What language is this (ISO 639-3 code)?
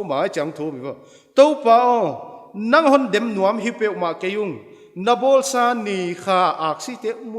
pck